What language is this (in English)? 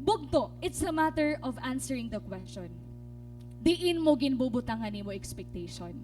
Waray